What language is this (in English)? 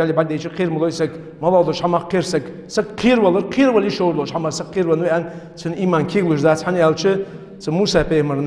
Ingush